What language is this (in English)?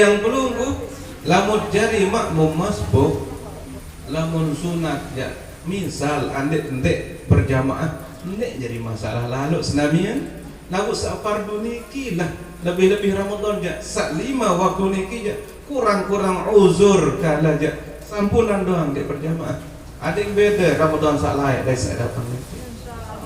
Sasak